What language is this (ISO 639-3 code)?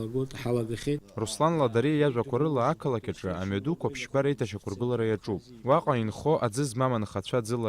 abk